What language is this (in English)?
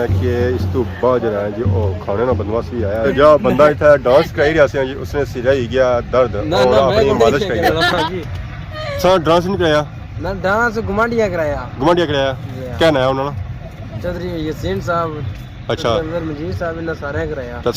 Pahari-Potwari